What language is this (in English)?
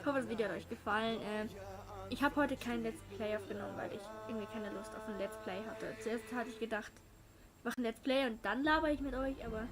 Swiss German